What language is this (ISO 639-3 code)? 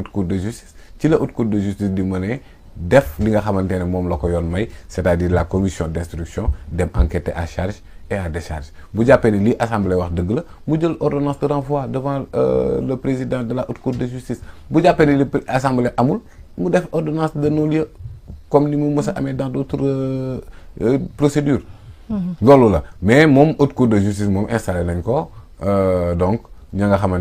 wol